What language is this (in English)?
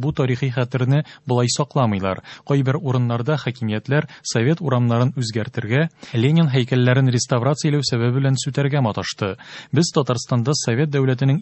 Tatar